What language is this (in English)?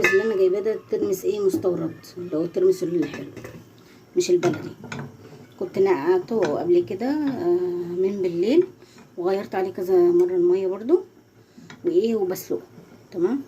Egyptian Arabic